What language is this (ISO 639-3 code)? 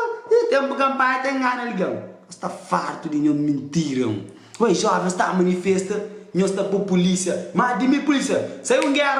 kea